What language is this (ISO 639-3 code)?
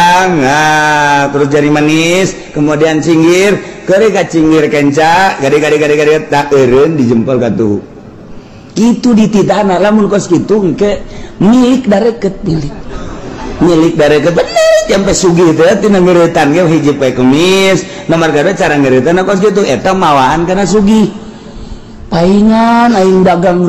sun